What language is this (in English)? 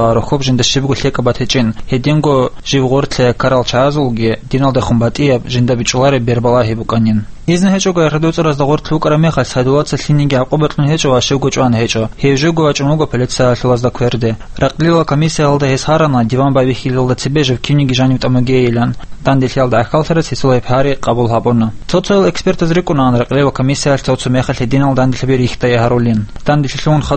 Avaric